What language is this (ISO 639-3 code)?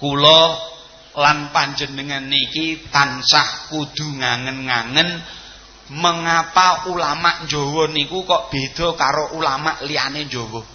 jav